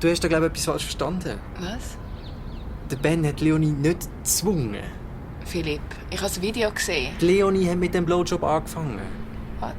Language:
Swiss German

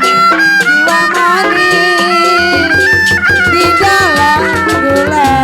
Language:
Betawi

